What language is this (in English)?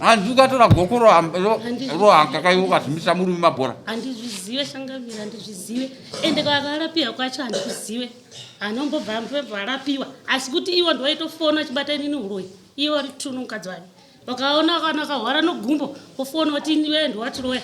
Shona